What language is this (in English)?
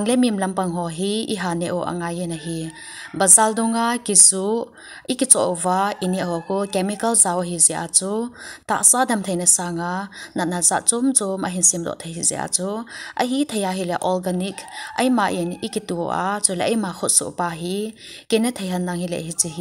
Thado Chin